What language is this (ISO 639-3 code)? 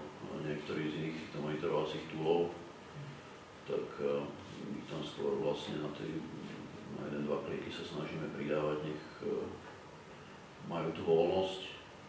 slk